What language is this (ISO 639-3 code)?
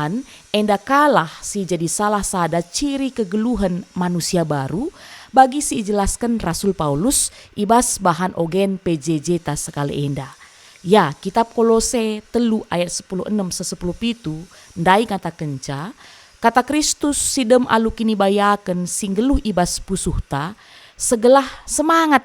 btx